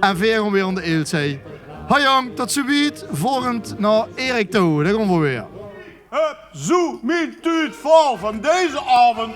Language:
Limburgish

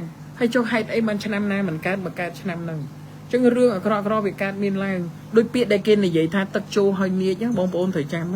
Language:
Khmer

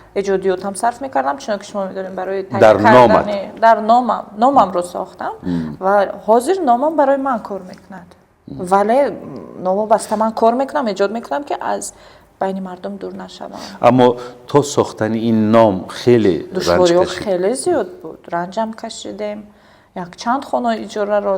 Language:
Tajik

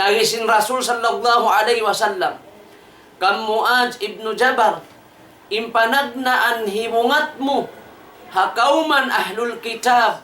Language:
Tausug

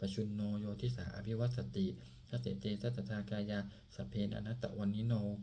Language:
Pali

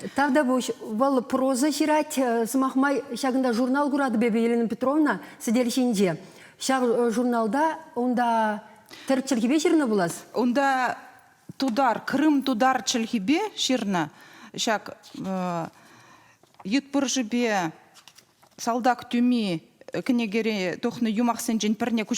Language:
Chuvash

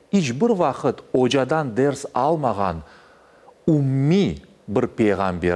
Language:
Crimean Tatar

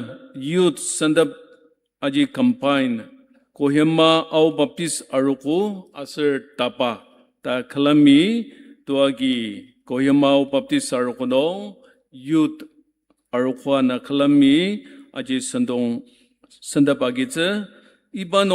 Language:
Ao Naga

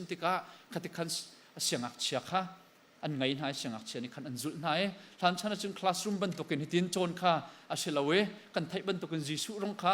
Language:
Hakha Chin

